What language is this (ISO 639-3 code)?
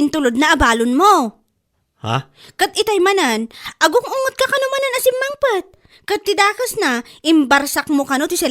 ilo